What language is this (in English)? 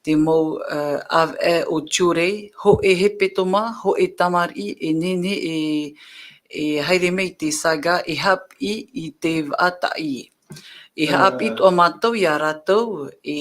Tahitian